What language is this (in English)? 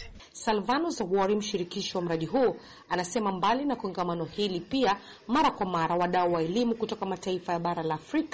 Swahili